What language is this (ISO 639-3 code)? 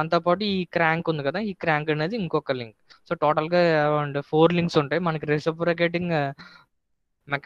tel